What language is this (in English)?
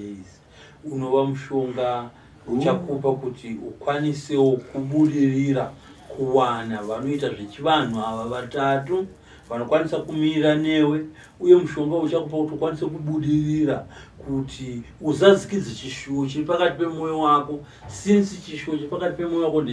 Shona